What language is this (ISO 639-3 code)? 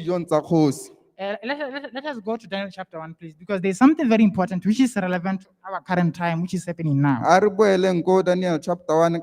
tsn